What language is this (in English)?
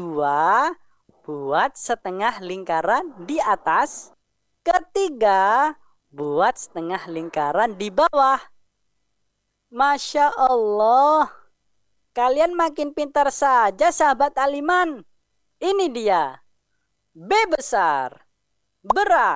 Indonesian